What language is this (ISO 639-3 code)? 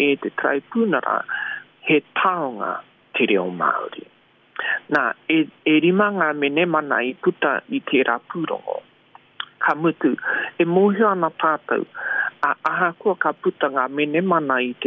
mri